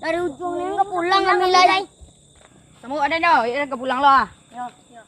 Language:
Minangkabau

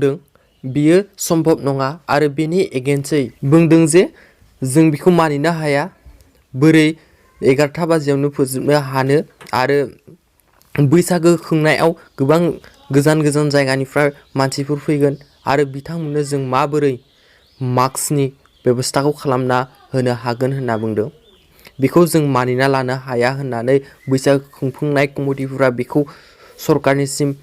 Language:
Bodo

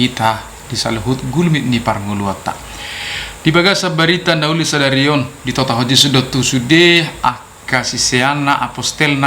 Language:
Batak Toba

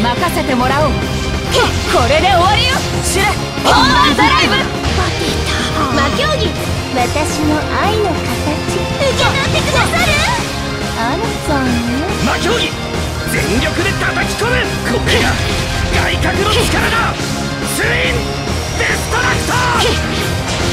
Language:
Japanese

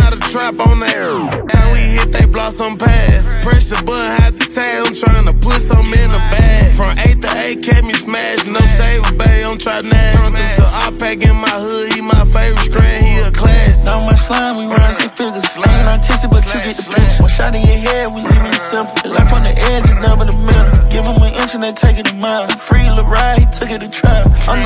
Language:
English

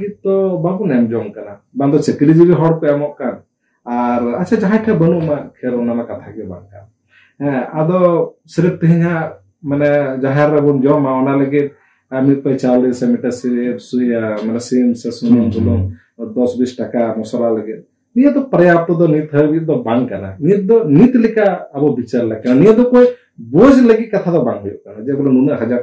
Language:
Santali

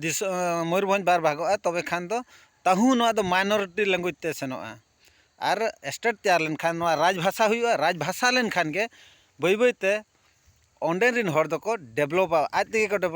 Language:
Santali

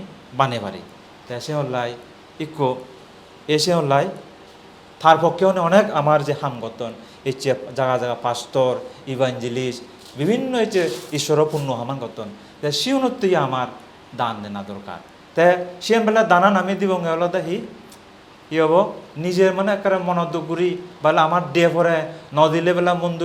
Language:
Chakma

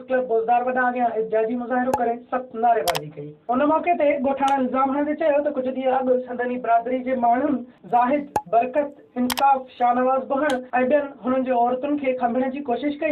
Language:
Sindhi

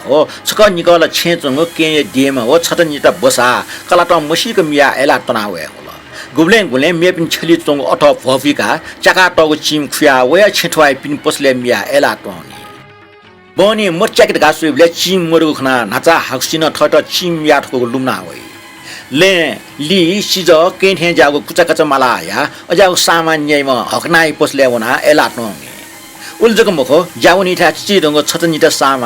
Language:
Newari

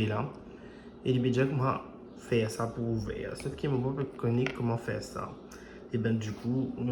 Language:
Morisyen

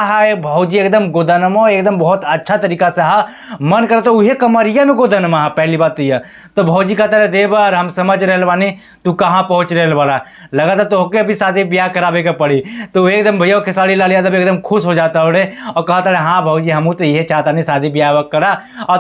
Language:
Bhojpuri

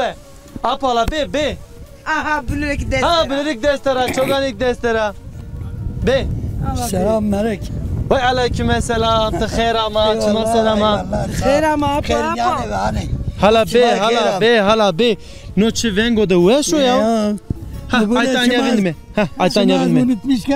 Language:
Zaza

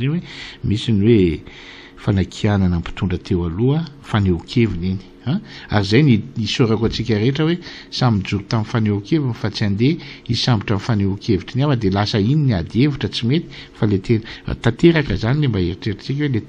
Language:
Malagasy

